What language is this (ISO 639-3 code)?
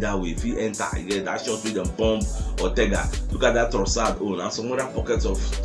pcm